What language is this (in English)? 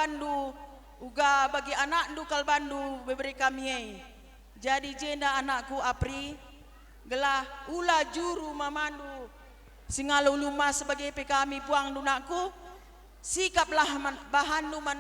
Batak Karo